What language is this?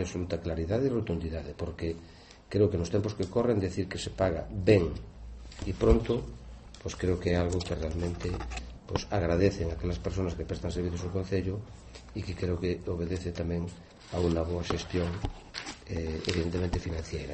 Galician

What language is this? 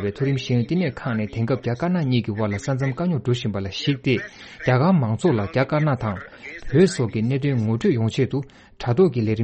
Tibetan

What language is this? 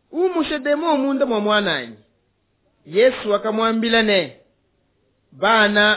Luba-Lulua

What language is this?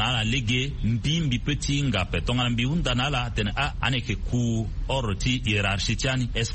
Sango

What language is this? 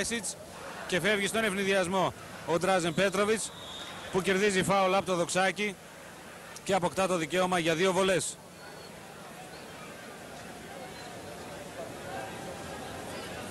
Greek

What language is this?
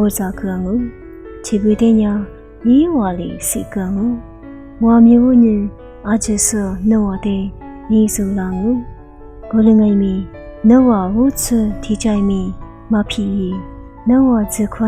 Lisu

